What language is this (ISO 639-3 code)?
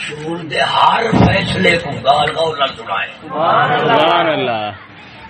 skr